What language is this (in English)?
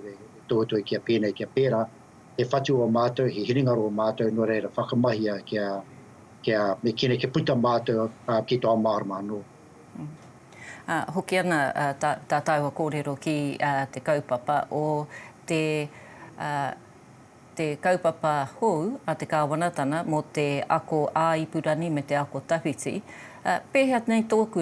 Māori